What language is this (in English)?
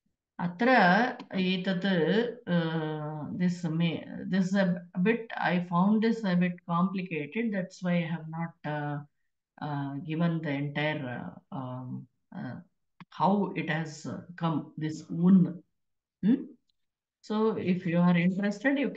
Sanskrit